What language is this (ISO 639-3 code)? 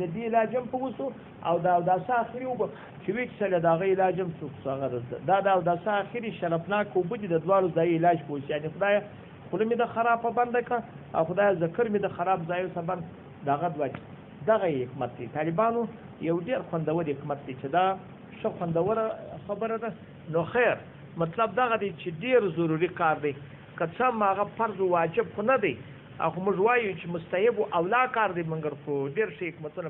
pus